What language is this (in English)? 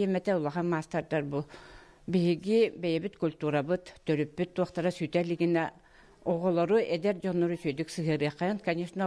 Yakut